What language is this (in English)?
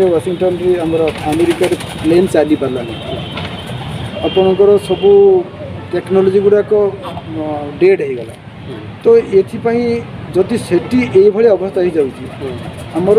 Odia